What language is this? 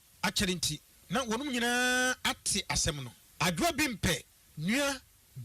Akan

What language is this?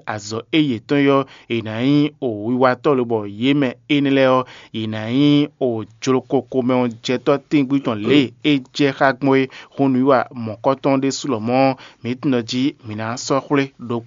Fon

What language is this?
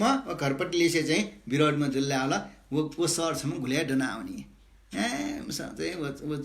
Newari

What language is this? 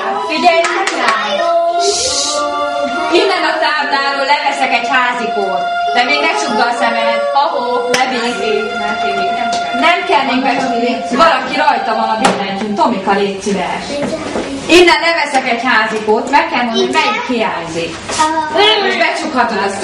Hungarian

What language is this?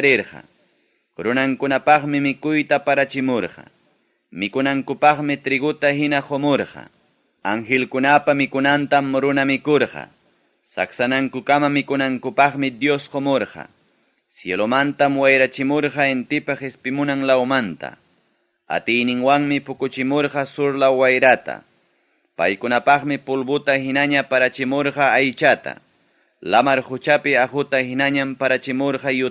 Ayacucho Quechua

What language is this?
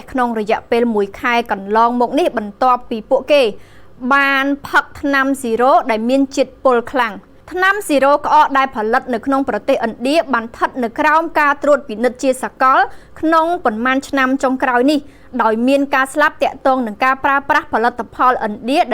Khmer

